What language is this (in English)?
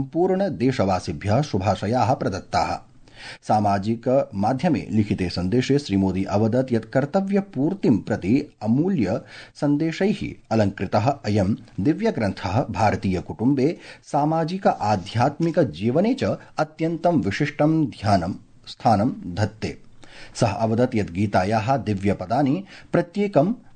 Sanskrit